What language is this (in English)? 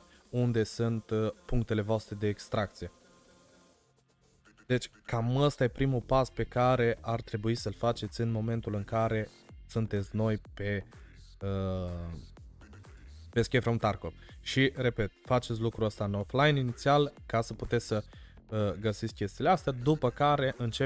Romanian